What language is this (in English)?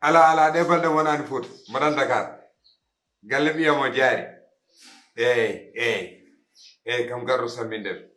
Fula